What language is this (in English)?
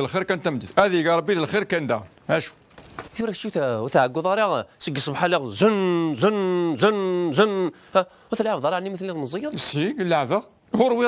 Kabyle